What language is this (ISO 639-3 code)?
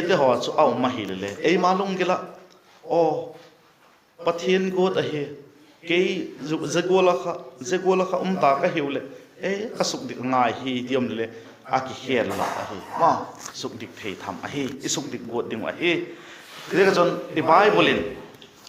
vap